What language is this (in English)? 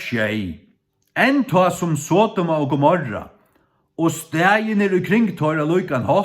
Faroese